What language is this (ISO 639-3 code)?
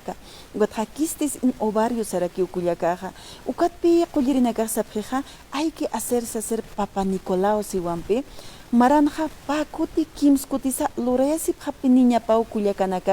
aym